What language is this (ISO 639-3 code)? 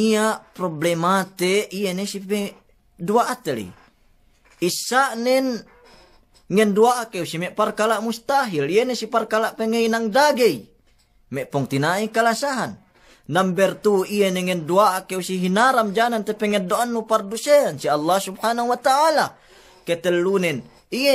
yka